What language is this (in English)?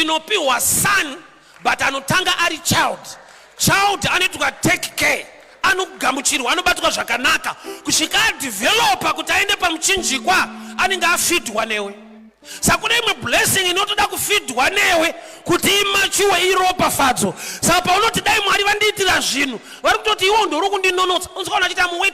Shona